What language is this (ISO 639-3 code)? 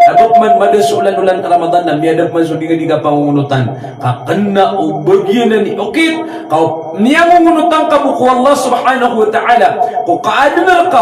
mrw